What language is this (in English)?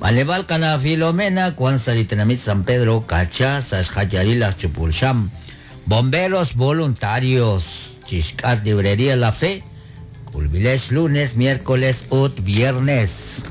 Kekchí